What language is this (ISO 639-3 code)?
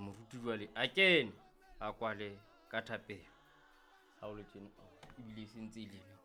sot